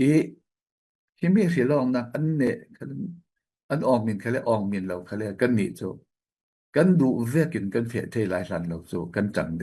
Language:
Falam Chin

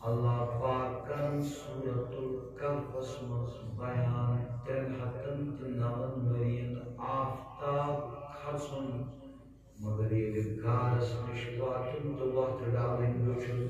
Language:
Kashmiri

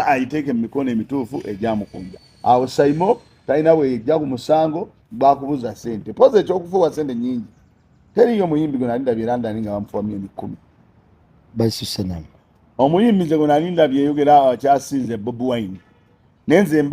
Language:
Ganda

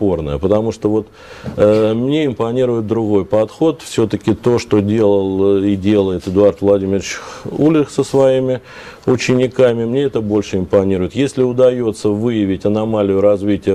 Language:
Russian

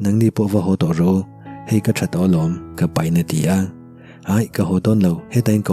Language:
Mizo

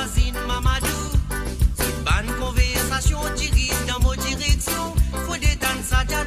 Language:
Morisyen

